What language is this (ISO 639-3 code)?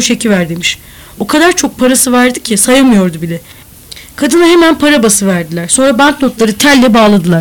tur